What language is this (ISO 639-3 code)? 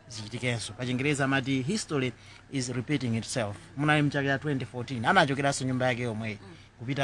nya